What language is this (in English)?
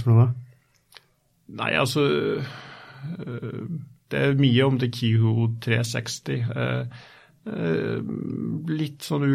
Norwegian